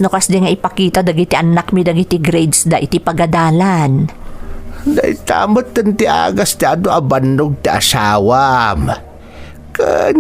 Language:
Iloko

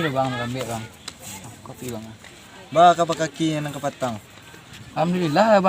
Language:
Minangkabau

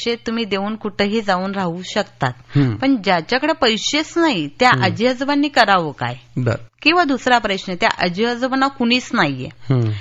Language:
Marathi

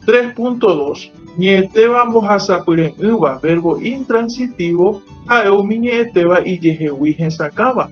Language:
Guarani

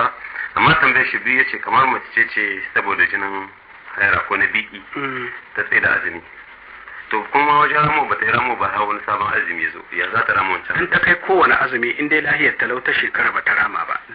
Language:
Hausa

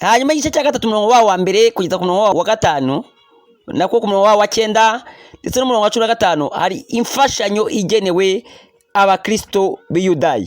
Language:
Kinyarwanda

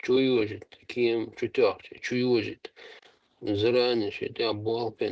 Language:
Chechen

